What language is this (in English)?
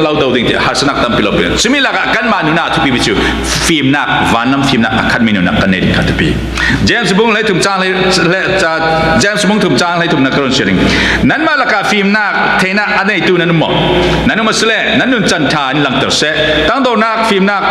Falam Chin